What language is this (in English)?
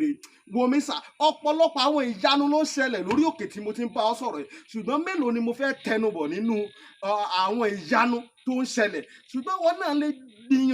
Yoruba